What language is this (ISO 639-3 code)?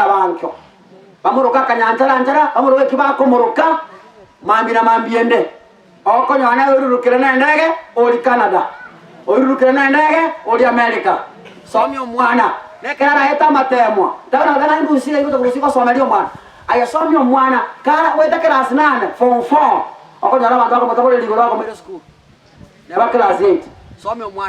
guz